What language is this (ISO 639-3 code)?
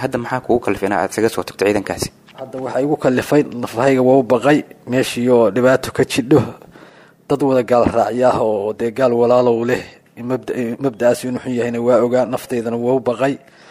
som